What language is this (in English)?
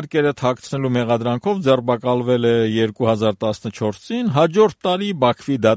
Armenian